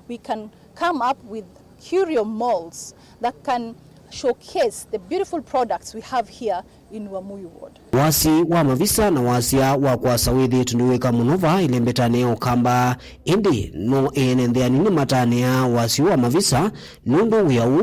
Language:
Kamba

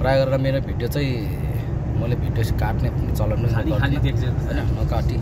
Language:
Nepali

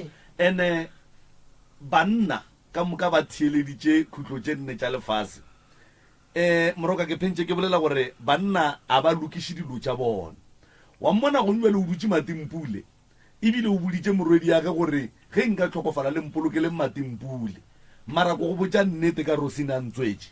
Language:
Northern Sotho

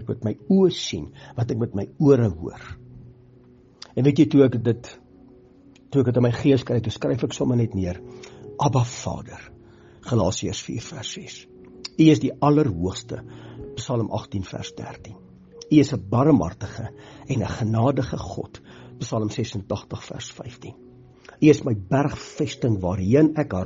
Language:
Afrikaans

